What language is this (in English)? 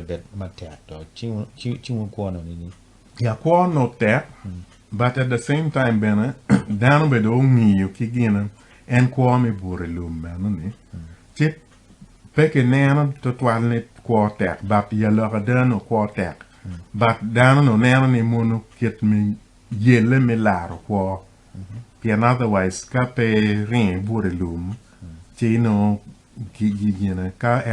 Acoli